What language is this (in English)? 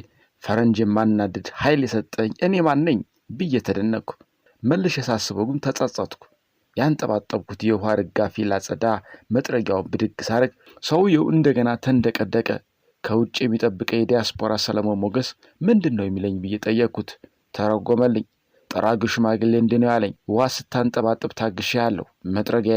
Amharic